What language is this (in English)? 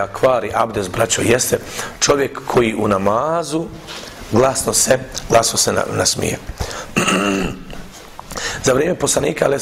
Bosnian